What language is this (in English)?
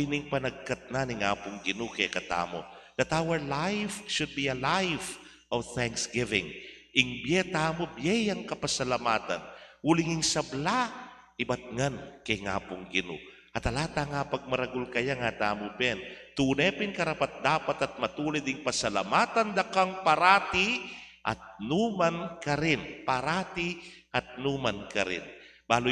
Pampanga